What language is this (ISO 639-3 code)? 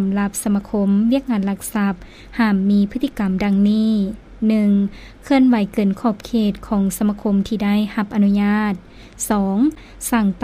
lao